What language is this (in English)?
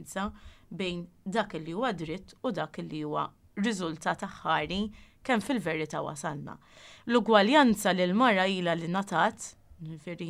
Maltese